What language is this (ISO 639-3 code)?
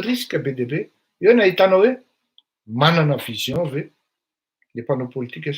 mlg